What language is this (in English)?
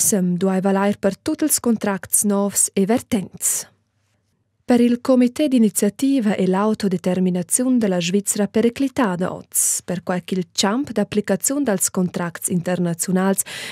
Romansh